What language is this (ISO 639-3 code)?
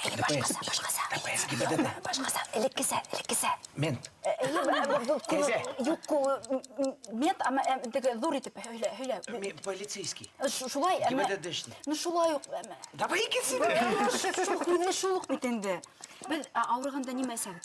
bak